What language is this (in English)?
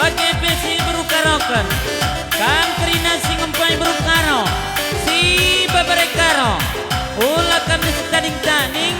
Batak Karo